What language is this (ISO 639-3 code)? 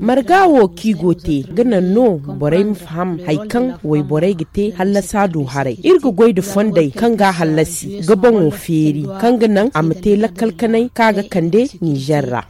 dje